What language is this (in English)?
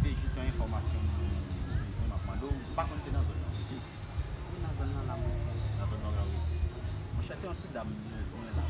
Haitian Creole